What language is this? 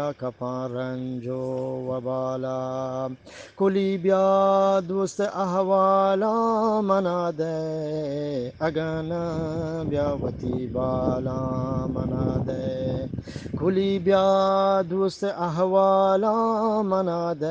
Eastern Balochi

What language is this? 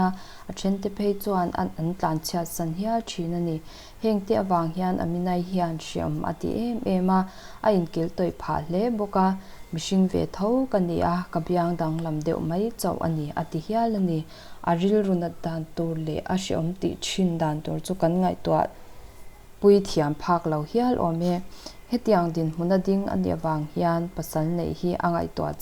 Mizo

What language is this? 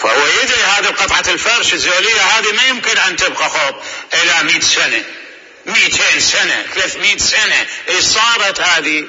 Mesopotamian Arabic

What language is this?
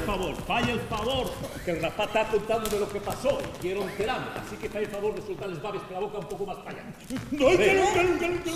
Asturian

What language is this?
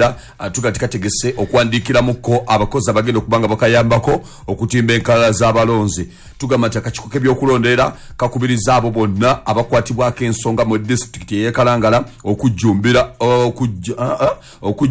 Ganda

